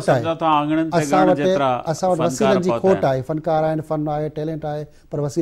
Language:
Sindhi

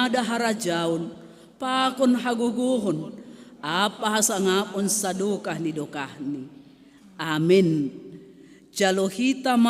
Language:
Batak Simalungun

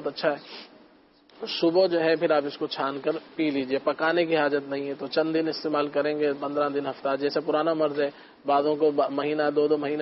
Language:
Urdu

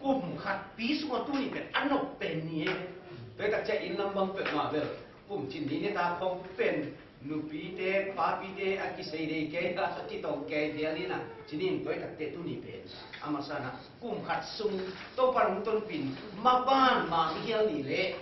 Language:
Tedim Chin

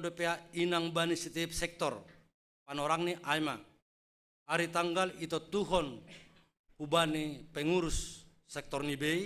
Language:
Batak Simalungun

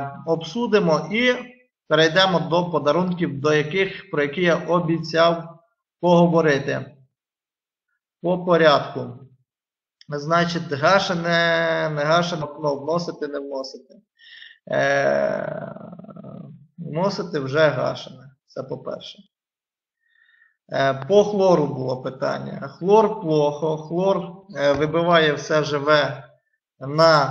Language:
Ukrainian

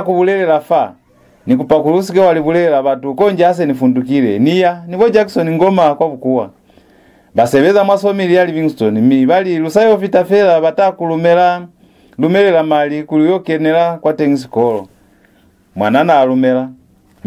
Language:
Lozi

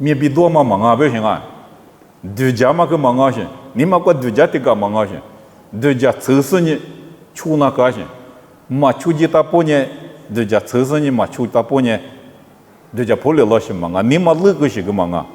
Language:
Lisu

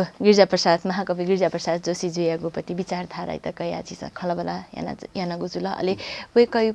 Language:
Newari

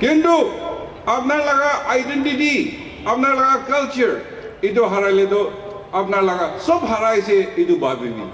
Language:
Naga Pidgin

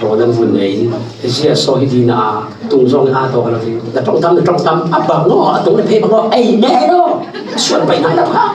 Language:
Falam Chin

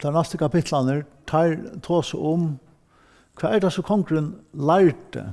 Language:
Faroese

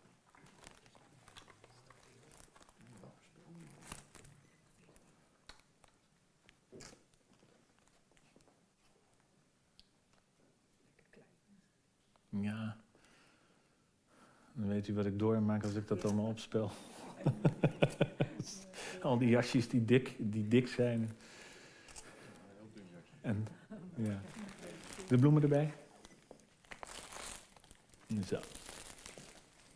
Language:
Dutch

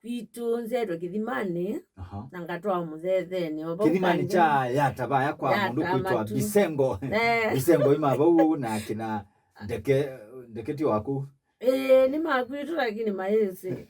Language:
Kamba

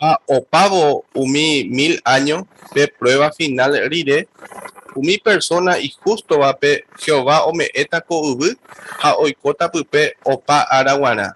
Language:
Guarani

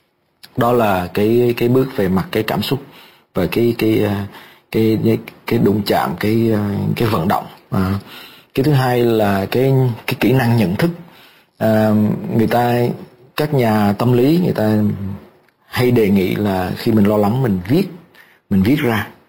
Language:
Vietnamese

